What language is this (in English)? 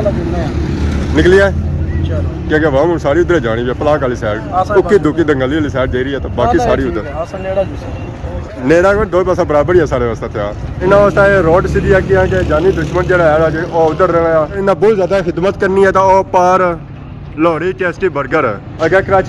Pahari-Potwari